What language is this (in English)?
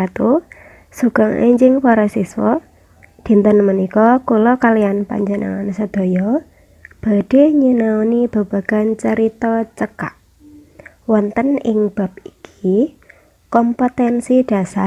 Javanese